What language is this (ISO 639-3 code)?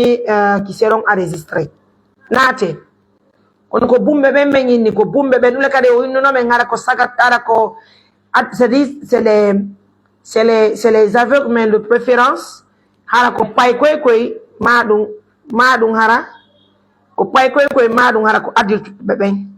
fuf